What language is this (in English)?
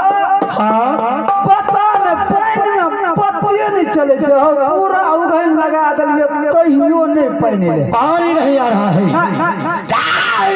Maithili